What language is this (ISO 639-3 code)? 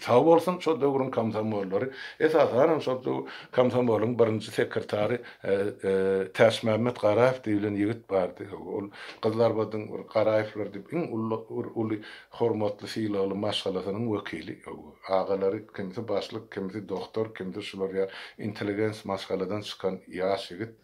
tuk